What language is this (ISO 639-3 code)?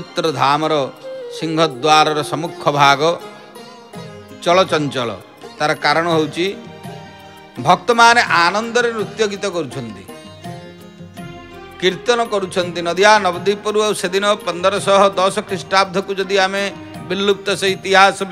ori